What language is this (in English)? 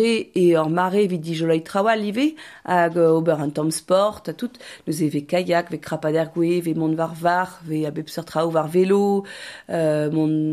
Breton